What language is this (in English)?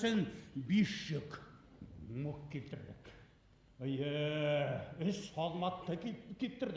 Bashkir